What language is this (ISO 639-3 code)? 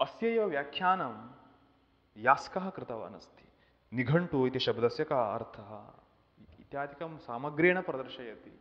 san